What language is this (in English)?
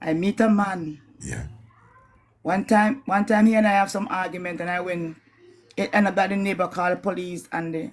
Jamaican Creole English